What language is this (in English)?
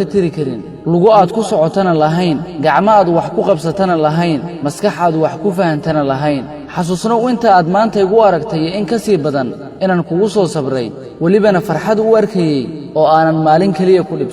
Somali